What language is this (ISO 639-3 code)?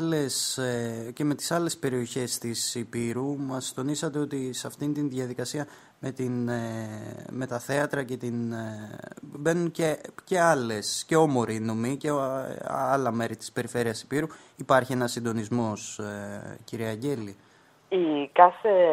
ell